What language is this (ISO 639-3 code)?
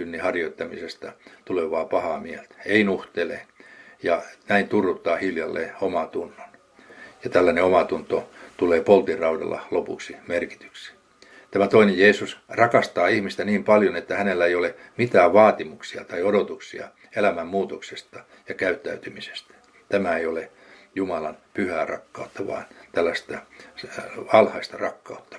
fin